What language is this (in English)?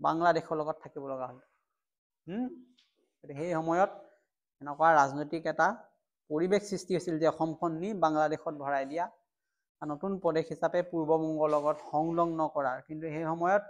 Assamese